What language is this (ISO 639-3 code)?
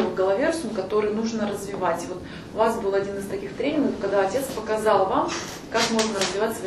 rus